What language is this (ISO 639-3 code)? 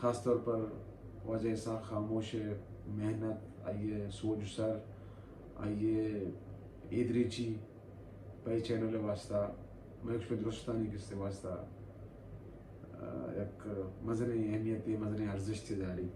bal